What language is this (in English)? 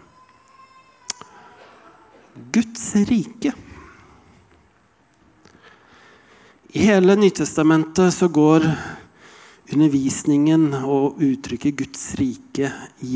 Norwegian